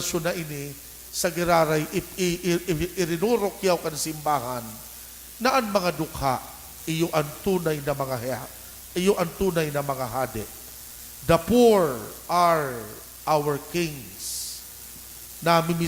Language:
Bikol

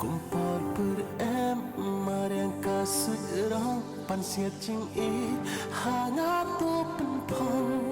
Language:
Khasi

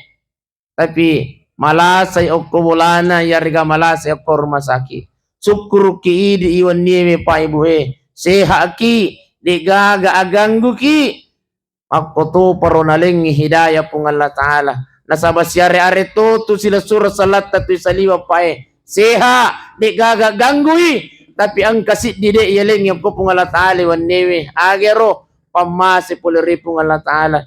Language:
Buginese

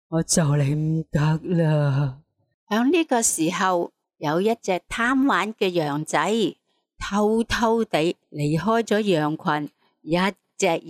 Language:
Cantonese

